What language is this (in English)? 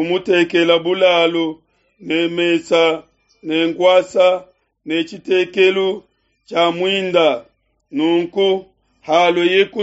Luba-Lulua